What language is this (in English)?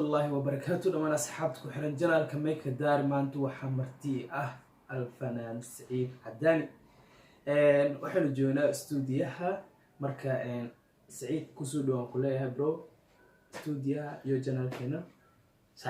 Somali